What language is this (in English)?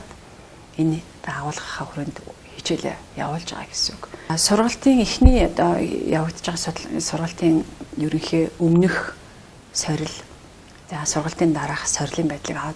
Mongolian